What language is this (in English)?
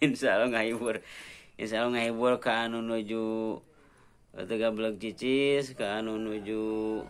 Sundanese